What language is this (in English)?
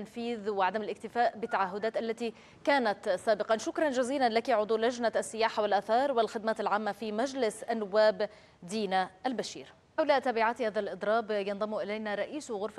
Arabic